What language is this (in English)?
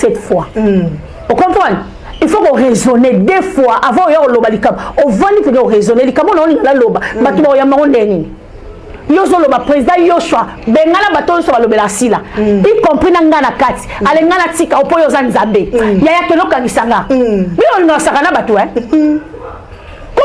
Lingala